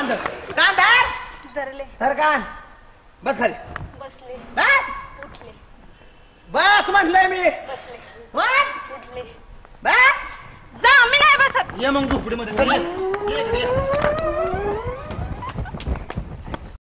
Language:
Marathi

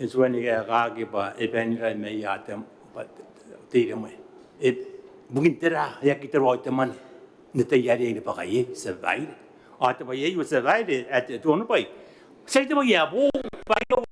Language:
Gilbertese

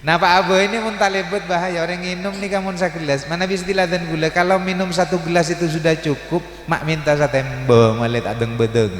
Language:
Madurese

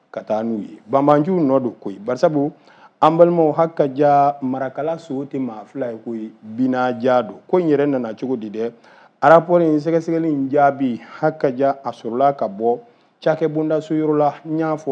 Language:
Bambara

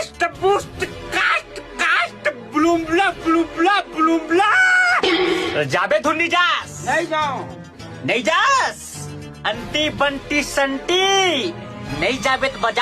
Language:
Chhattisgarhi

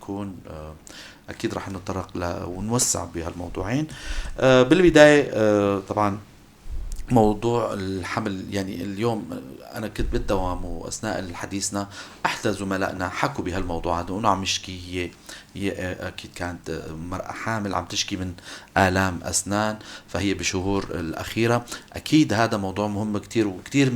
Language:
North Levantine Arabic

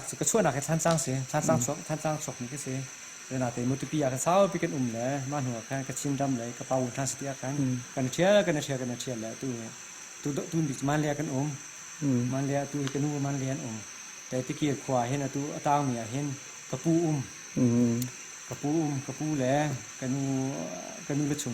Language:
Hakha Chin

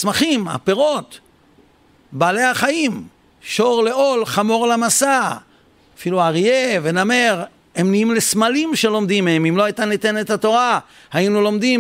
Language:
Hebrew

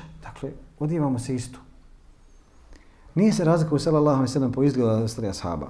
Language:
Bosnian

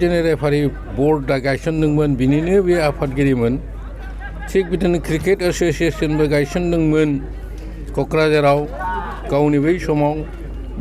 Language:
Bodo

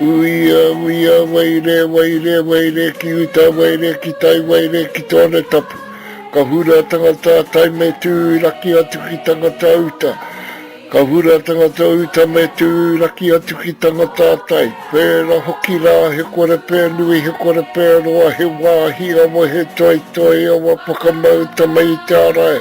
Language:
Māori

